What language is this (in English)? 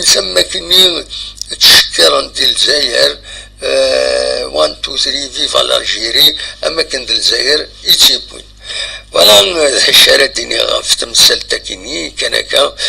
Kabyle